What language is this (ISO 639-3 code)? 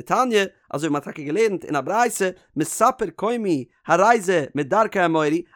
yid